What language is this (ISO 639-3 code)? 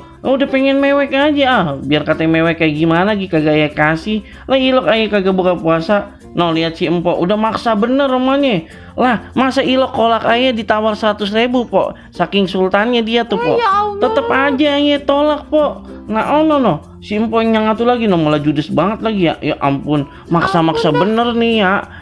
bew